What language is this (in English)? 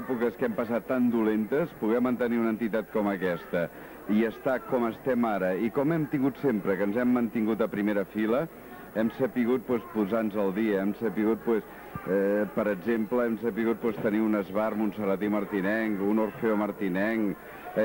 Catalan